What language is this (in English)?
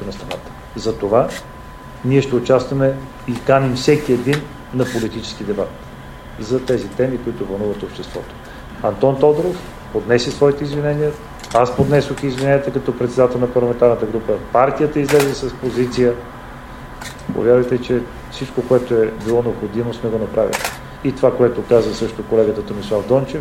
Bulgarian